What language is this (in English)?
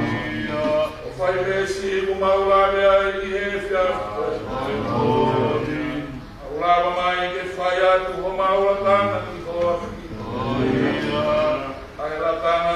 Tongan